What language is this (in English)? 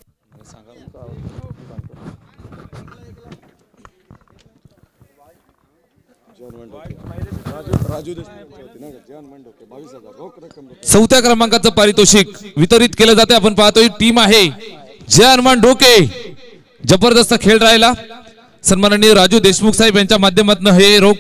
Marathi